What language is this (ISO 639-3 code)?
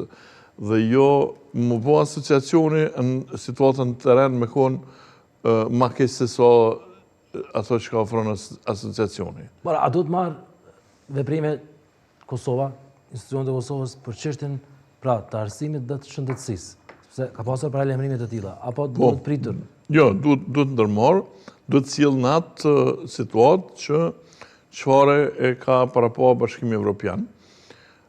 sqi